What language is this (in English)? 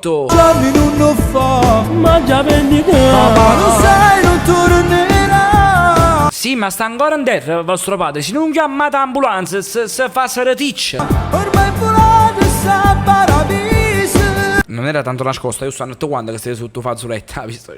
Neapolitan